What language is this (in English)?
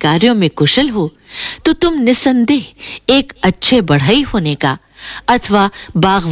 Hindi